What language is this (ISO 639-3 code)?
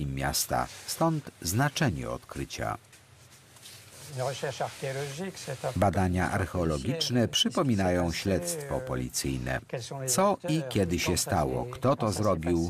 pol